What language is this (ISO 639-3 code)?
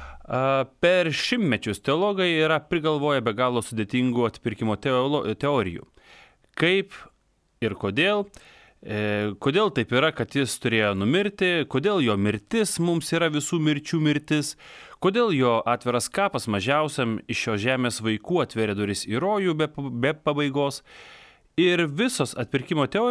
lit